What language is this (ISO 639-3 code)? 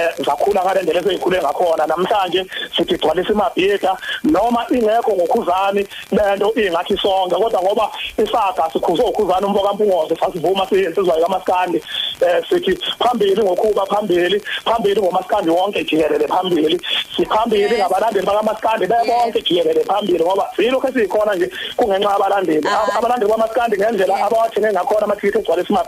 zul